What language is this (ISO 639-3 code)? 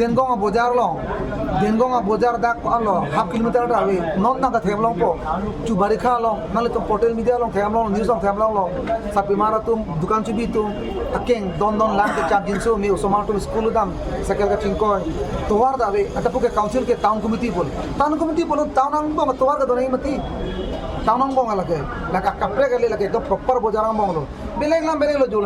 mjw